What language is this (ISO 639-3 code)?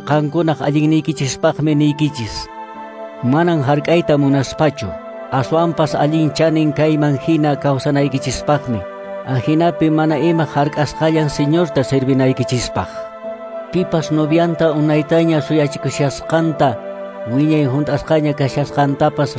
que